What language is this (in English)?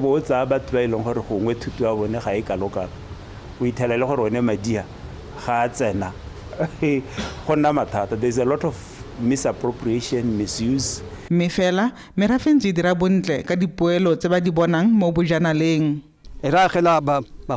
Tswana